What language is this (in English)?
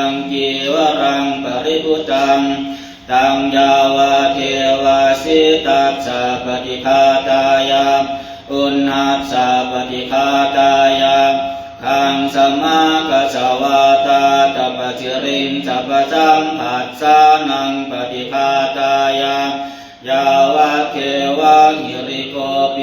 Pali